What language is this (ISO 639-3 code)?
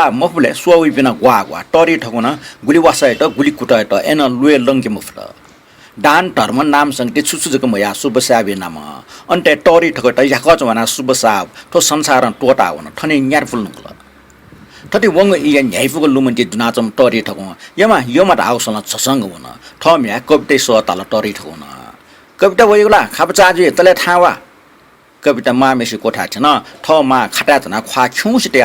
new